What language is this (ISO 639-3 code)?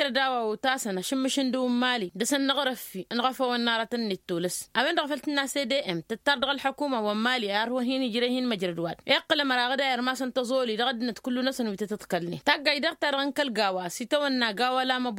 taq